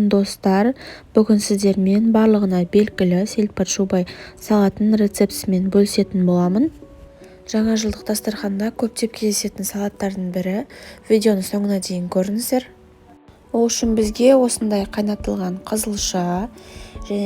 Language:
Kazakh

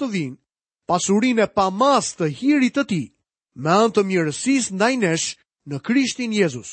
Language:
Albanian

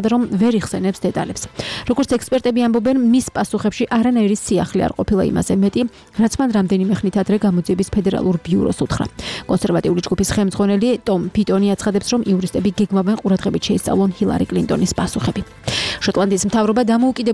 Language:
Georgian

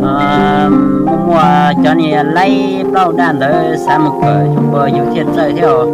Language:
Hmong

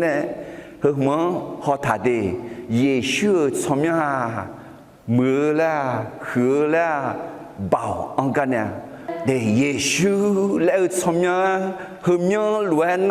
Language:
Akha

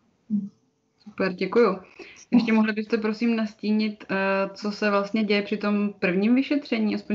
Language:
Czech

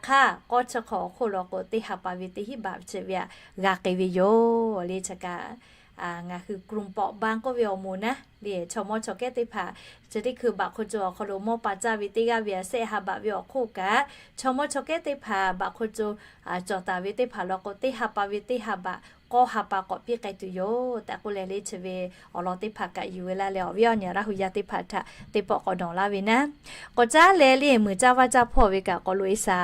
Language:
Lahu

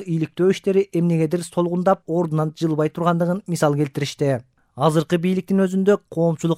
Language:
Kyrgyz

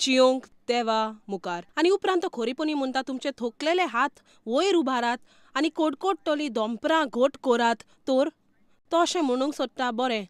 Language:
Konkani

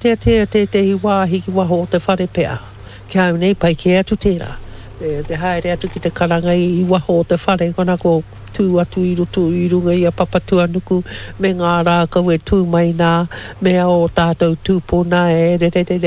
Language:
Māori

